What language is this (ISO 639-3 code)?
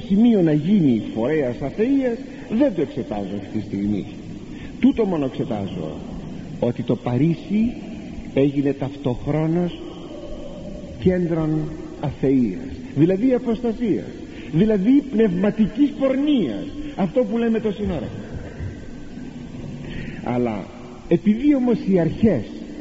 ell